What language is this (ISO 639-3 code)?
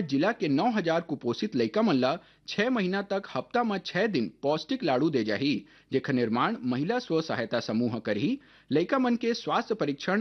hne